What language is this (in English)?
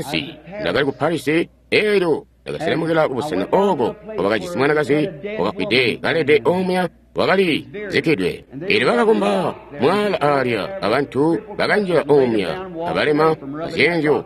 Tonga (Zambia)